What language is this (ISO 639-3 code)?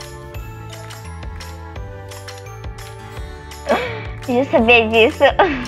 por